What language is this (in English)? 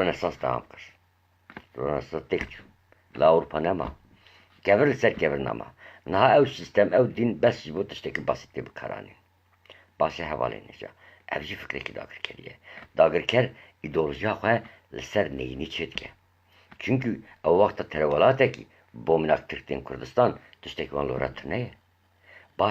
Kurdish